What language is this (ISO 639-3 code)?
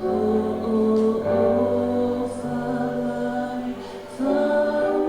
ton